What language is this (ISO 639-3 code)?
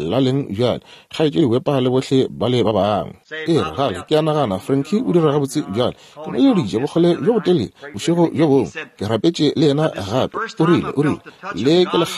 nso